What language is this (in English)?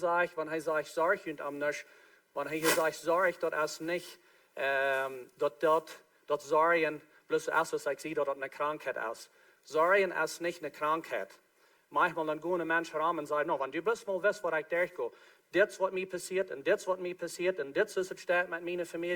Plautdietsch